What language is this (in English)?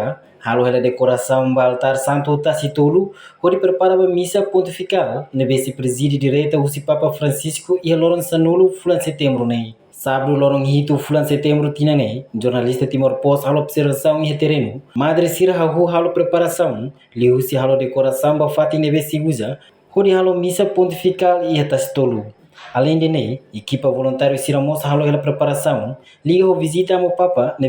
Tetum